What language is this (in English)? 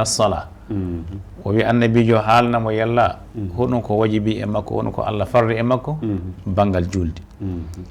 Fula